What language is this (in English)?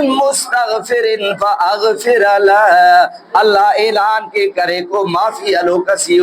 Brahui